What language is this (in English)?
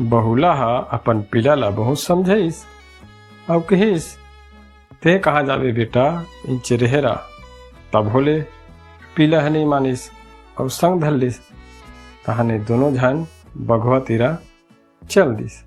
Chhattisgarhi